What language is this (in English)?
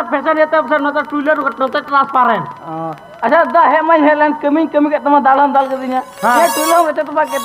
Santali